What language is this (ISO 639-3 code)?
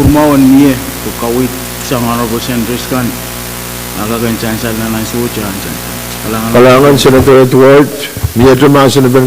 pon